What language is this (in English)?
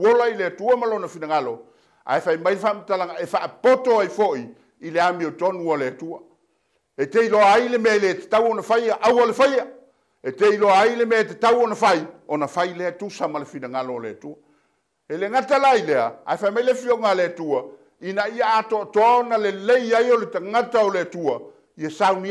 Samoan